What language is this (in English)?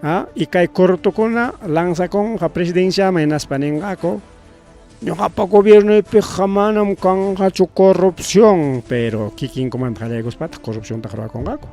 Ayacucho Quechua